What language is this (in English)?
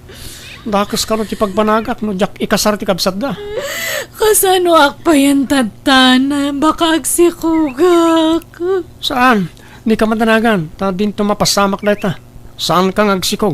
Iloko